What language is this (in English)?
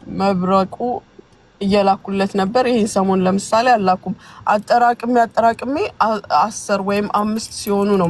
Amharic